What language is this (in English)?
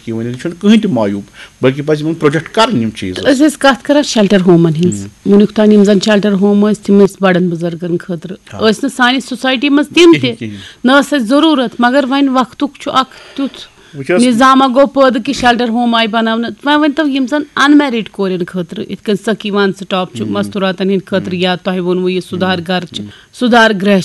Kashmiri